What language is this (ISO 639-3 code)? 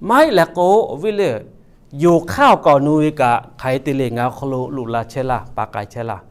lhu